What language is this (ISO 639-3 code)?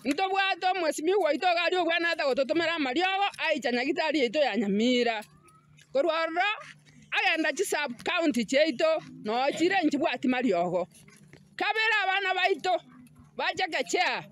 guz